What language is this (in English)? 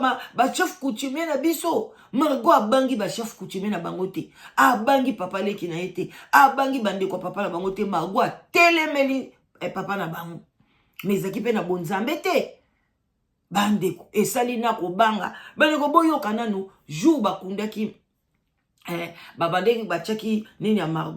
Lingala